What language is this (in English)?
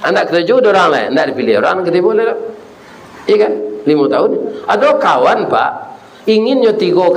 Minangkabau